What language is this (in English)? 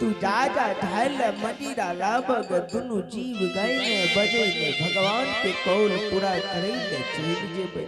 Angika